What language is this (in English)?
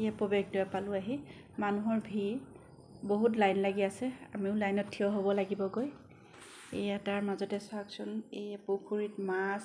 Assamese